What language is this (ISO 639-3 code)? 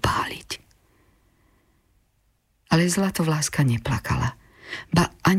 slk